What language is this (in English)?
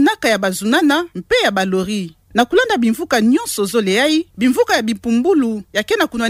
Kituba (Democratic Republic of Congo)